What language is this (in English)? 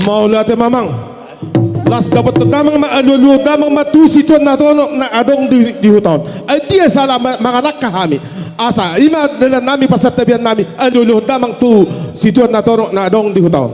Batak Toba